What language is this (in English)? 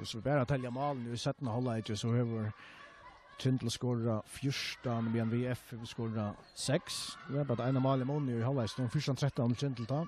Faroese